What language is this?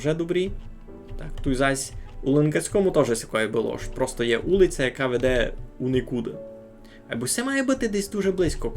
Rusyn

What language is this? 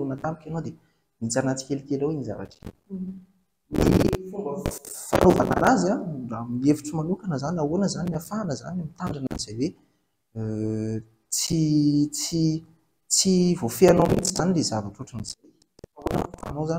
Malagasy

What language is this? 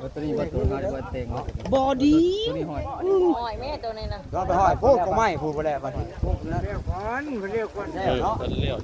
Northeastern Thai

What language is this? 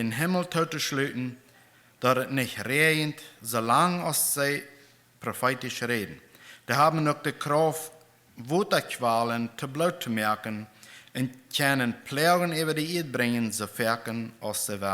Plautdietsch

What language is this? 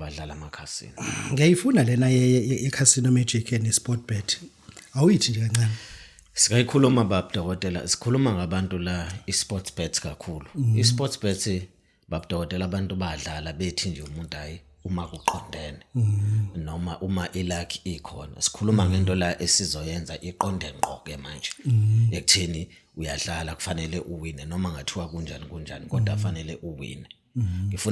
Zulu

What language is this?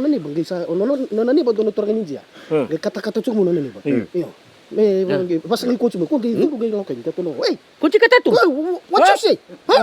Fijian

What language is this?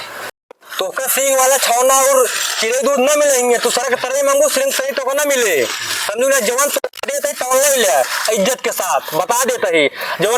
Awadhi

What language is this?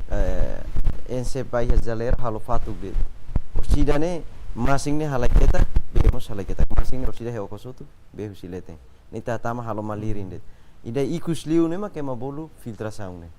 Tetum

